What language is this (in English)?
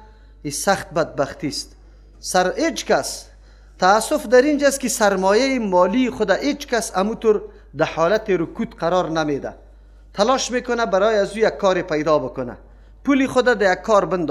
Persian